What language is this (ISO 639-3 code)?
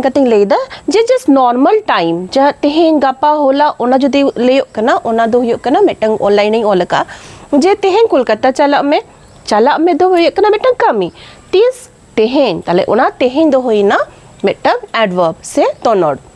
sat